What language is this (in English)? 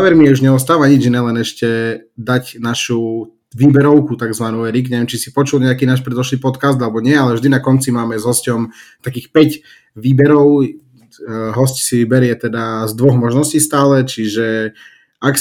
Slovak